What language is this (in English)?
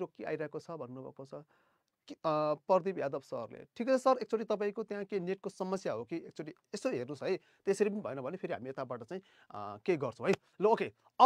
Nepali